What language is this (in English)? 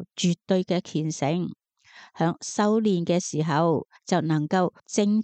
Cantonese